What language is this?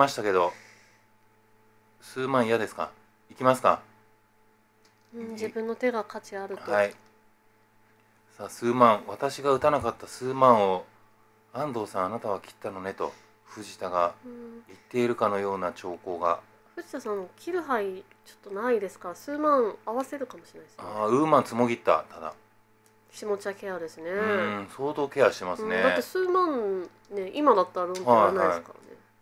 Japanese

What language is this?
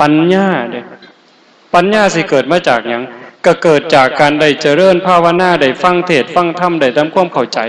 Northeastern Thai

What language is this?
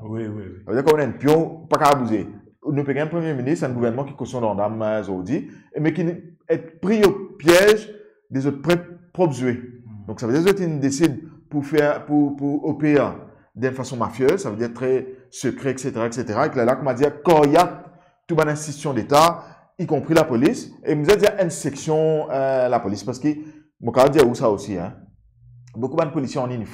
Morisyen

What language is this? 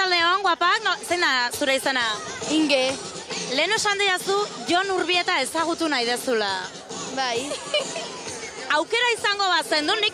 Basque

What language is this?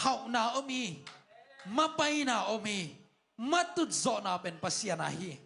Tedim Chin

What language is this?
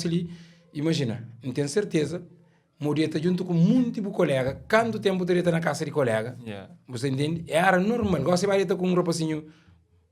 Kabuverdianu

